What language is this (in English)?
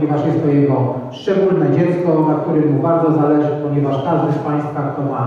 Polish